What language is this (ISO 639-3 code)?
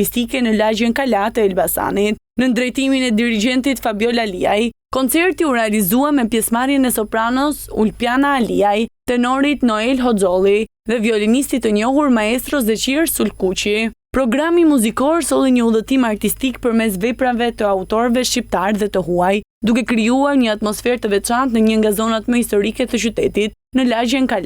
sqi